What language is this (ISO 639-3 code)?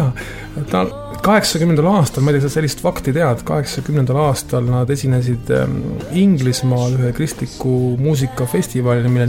est